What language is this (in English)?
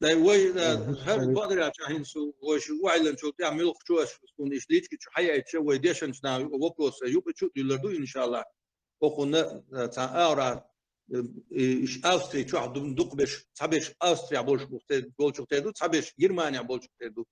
Chechen